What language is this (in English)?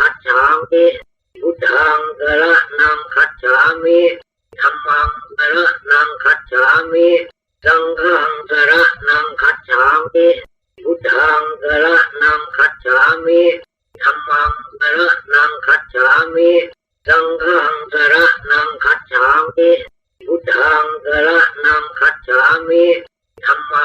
Pali